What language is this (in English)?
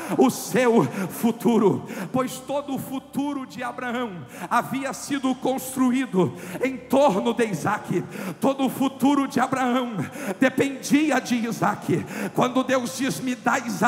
Portuguese